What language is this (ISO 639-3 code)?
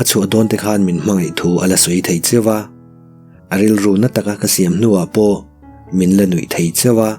lus